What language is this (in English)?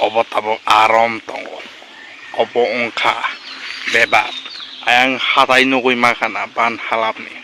Kok Borok